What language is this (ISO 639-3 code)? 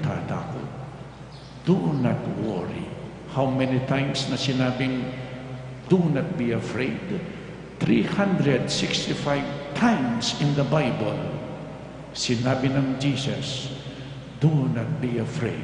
pam